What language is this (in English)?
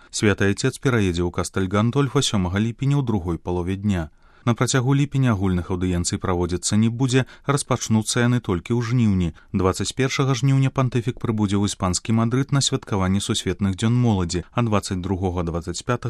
Belarusian